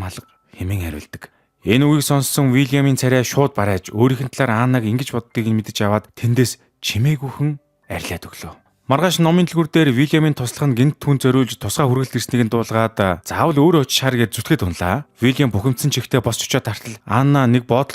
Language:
Mongolian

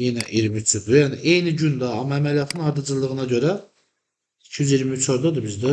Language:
Azerbaijani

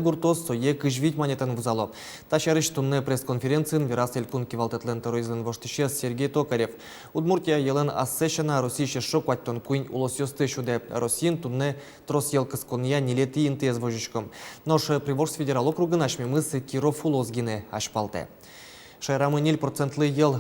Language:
Udmurt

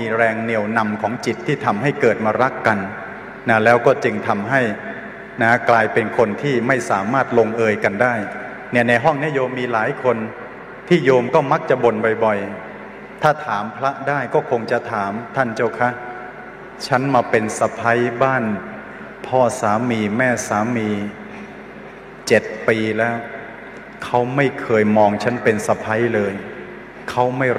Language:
Thai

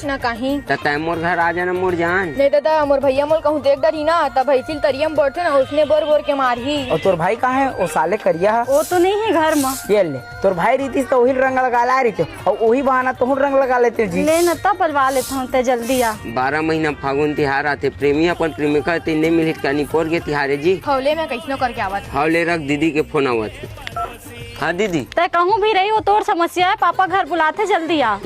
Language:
Chhattisgarhi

